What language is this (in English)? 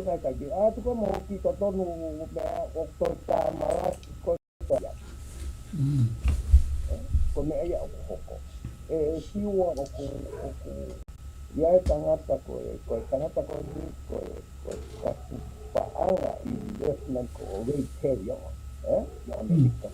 Tongan